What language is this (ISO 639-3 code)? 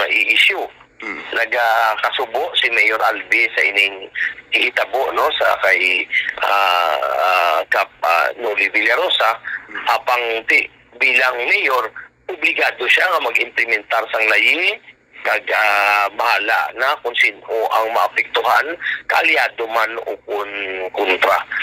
hil